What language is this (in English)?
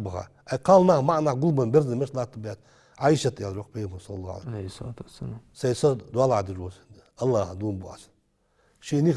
Ingush